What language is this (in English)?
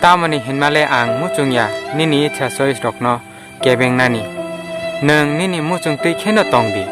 Kok Borok